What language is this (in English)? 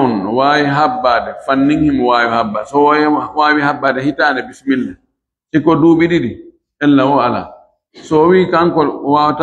Fula